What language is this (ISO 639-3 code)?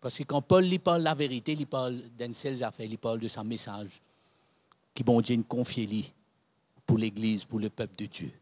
mfe